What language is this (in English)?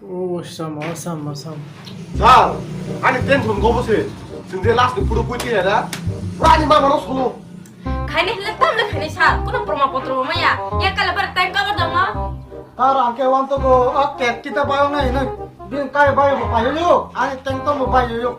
Kok Borok